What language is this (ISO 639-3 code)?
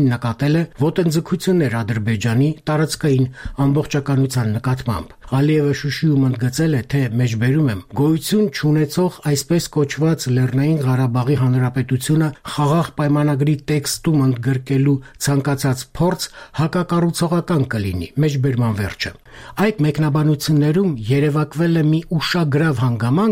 hye